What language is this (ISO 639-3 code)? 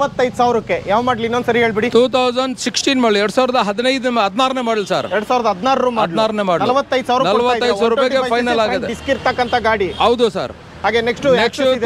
kan